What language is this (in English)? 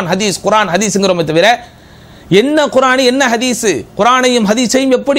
Tamil